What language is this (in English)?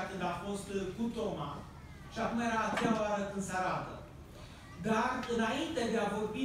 Romanian